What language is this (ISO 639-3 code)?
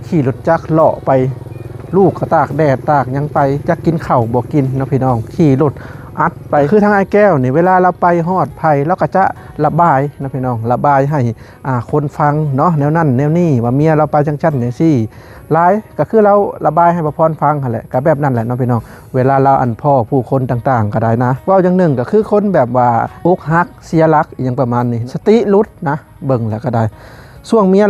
lao